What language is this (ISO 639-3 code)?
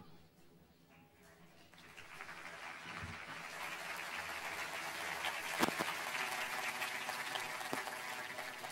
por